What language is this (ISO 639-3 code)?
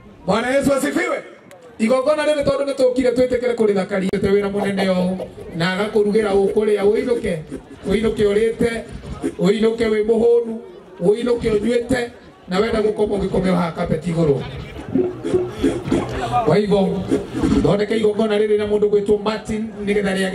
kik